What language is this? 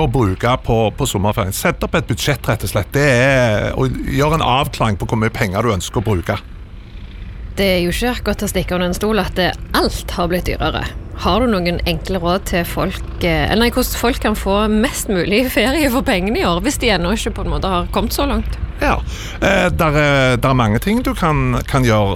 Norwegian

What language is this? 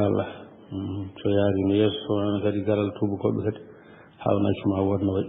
Fula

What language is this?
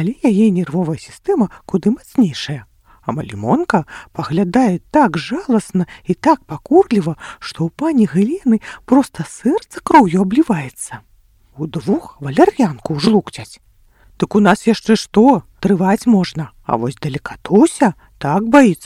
Belarusian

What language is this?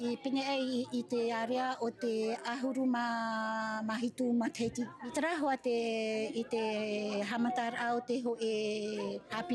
Tahitian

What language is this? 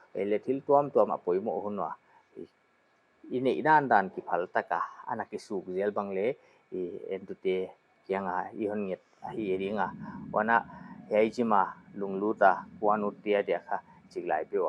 Paite Chin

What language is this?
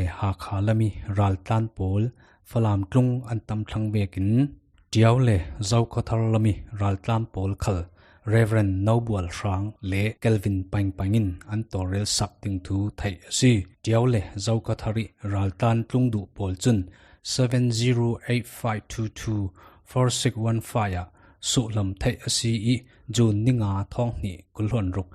Falam Chin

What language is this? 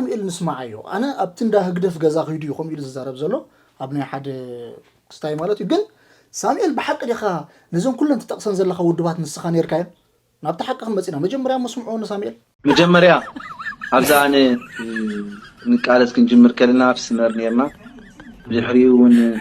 Tigrinya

